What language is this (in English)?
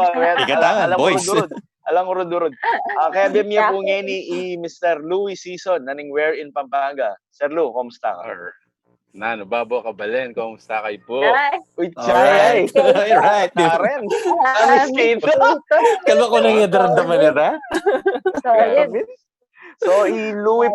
Pampanga